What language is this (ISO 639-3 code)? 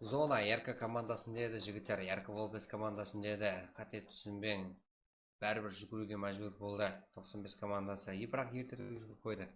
kaa